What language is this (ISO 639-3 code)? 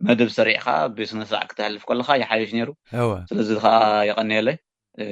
tir